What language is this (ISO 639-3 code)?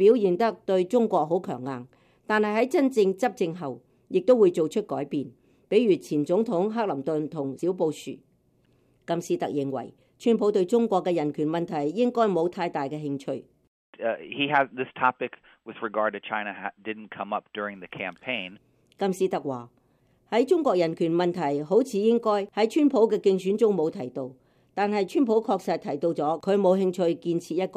yue